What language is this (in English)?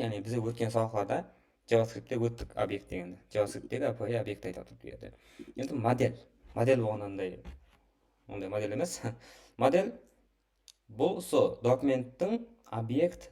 Kara-Kalpak